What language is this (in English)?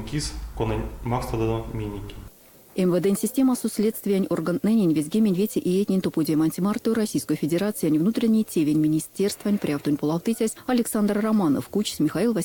Erzya